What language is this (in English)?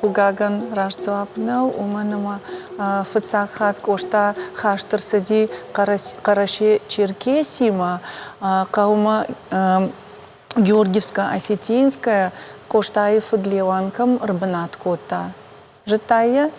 Ossetic